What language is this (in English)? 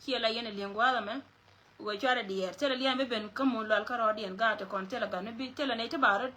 Nuer